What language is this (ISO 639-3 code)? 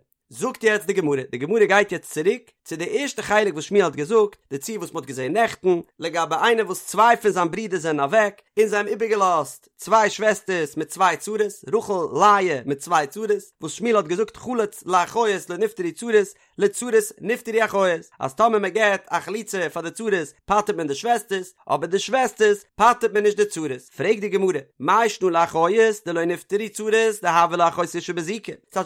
yid